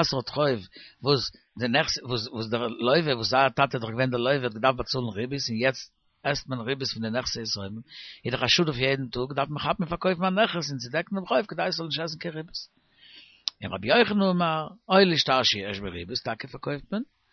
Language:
Yiddish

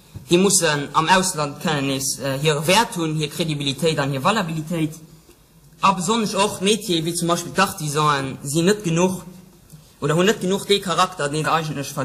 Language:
Luxembourgish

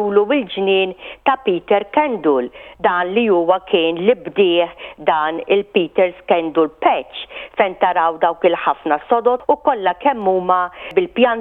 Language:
Maltese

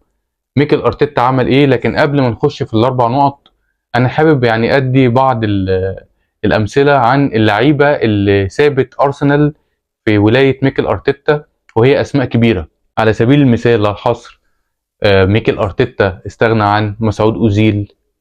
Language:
Egyptian Arabic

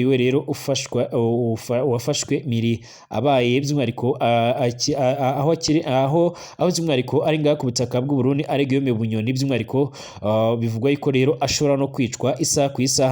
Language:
Rundi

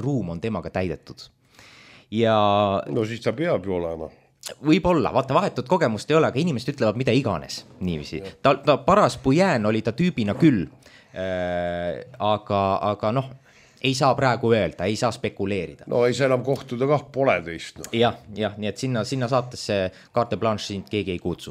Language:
Estonian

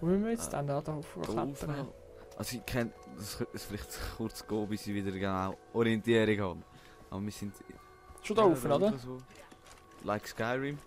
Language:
Swiss German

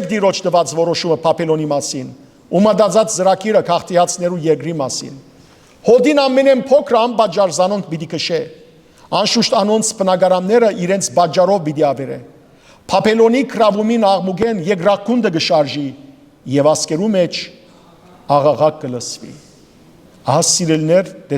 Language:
Western Armenian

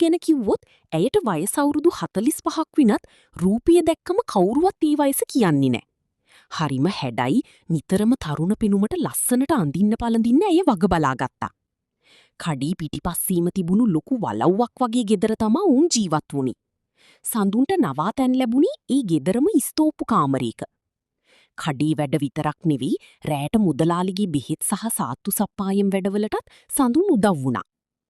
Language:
Sinhala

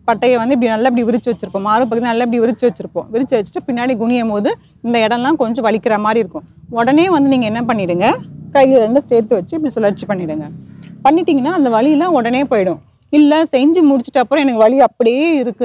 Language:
Tamil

